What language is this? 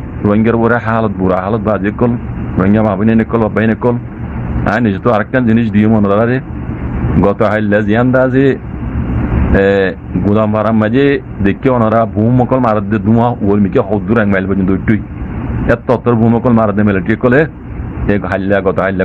Rohingya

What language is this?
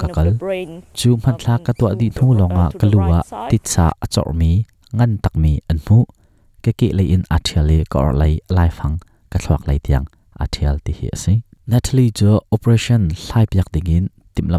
Hakha Chin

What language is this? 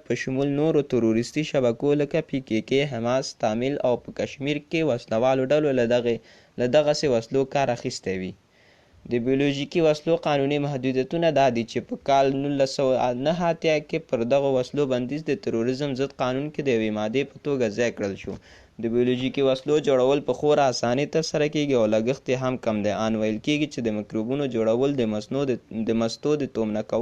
Pashto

